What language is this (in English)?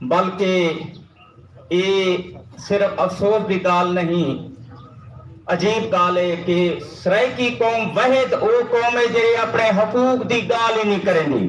Saraiki